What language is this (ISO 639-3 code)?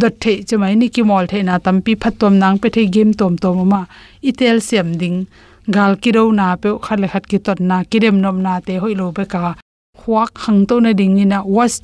ctd